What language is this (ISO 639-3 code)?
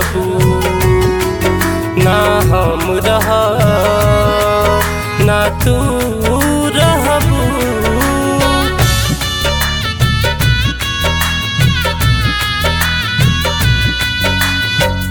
bho